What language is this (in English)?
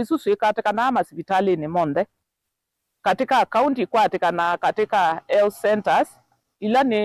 Kamba